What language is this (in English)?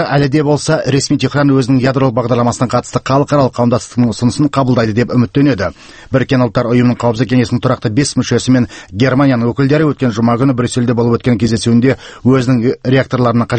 Kazakh